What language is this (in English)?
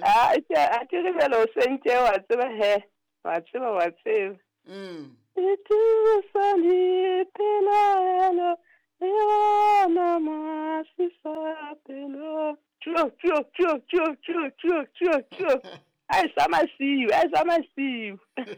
Southern Sotho